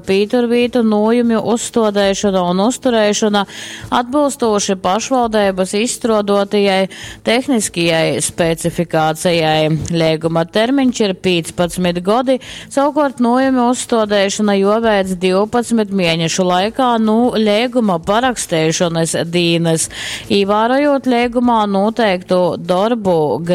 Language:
Latgalian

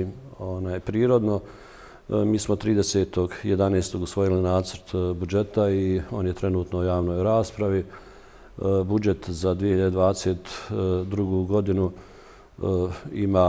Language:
Bosnian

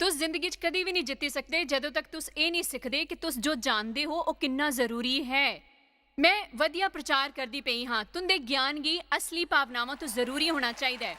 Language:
Dogri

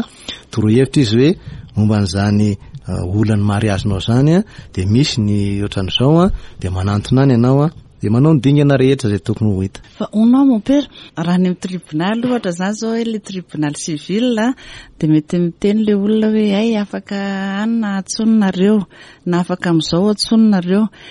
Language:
Malagasy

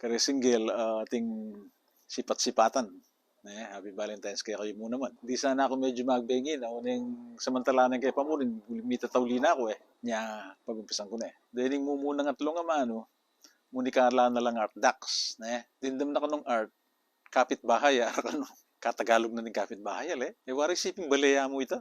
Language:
Pampanga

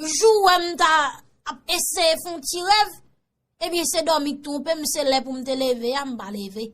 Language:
Haitian Creole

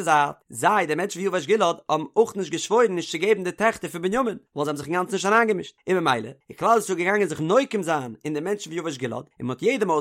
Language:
Yiddish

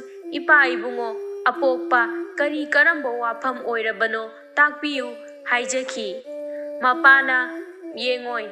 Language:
Manipuri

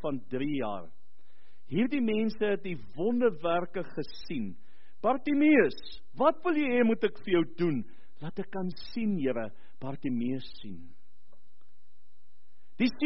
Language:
Afrikaans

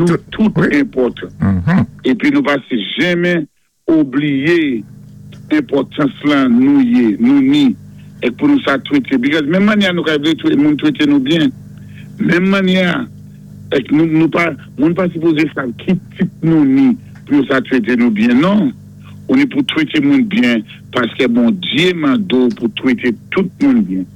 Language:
Saint Lucian Creole French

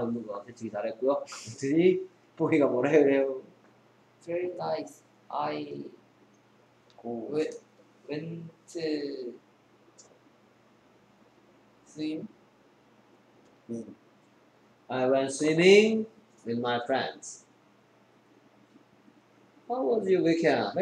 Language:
Korean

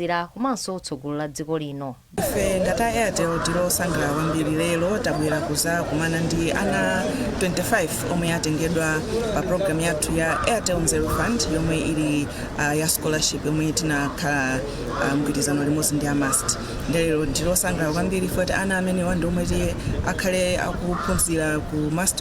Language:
Nyanja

